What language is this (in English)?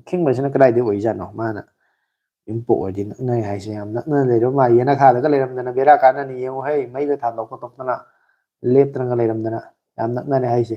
Manipuri